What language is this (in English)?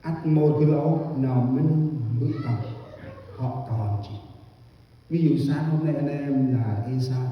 Central Mnong